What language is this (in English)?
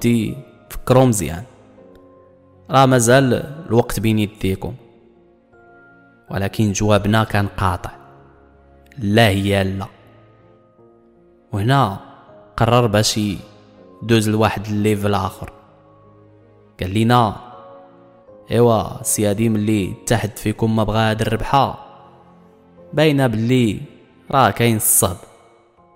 Moroccan Arabic